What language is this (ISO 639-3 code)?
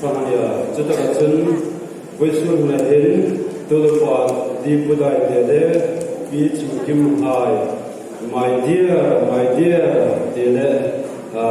hmr